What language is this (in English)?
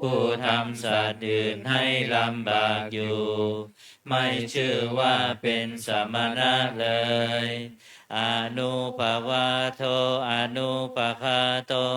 Pali